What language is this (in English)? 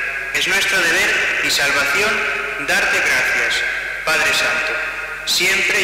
Spanish